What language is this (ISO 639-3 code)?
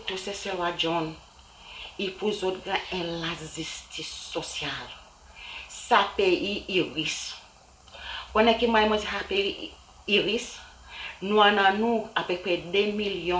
crs